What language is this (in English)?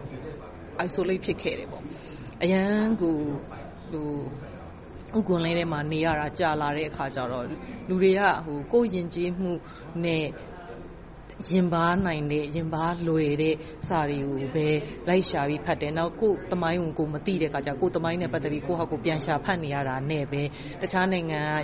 Burmese